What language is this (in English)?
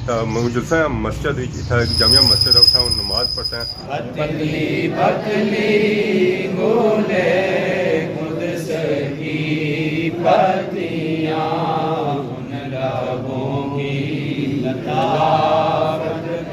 Pahari-Potwari